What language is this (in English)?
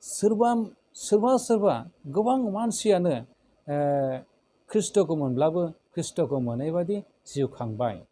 Bodo